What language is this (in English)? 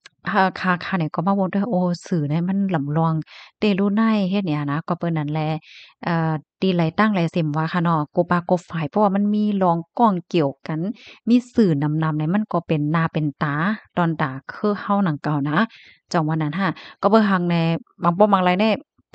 Shan